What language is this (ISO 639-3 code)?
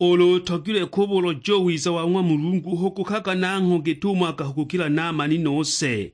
suk